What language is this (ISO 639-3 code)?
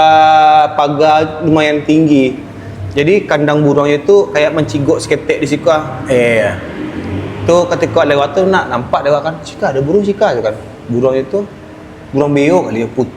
min